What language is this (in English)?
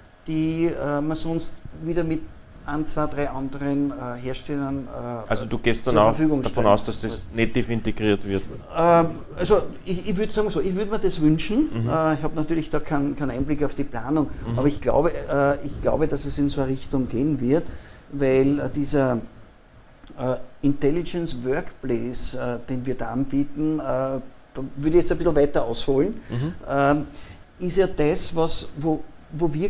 German